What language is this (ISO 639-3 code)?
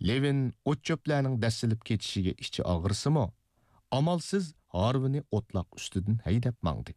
uig